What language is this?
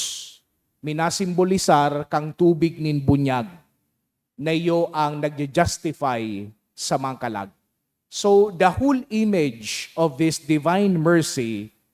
Bikol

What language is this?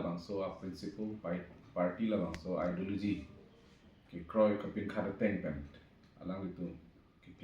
Karbi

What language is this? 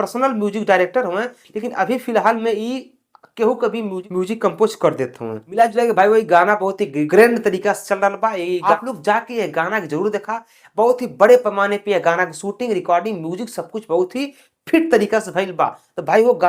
Bhojpuri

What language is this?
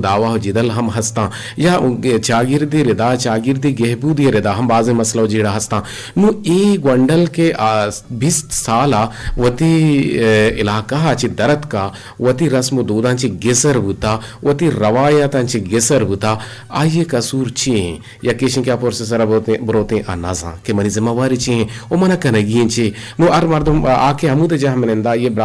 Eastern Balochi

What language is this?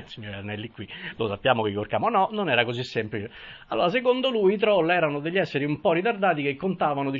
Italian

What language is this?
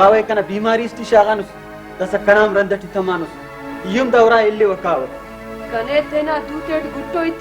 Brahui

